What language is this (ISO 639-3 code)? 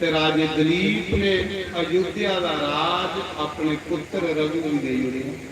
doi